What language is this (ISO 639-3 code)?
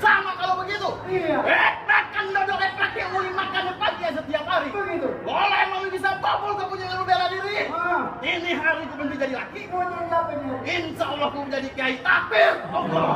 bew